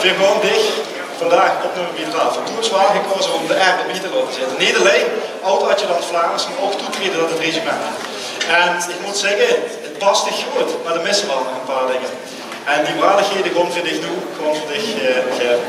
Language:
Limburgish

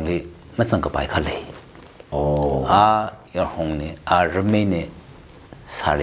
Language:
Tangkhul Naga (India)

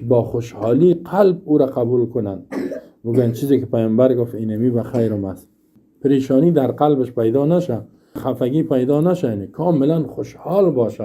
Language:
Persian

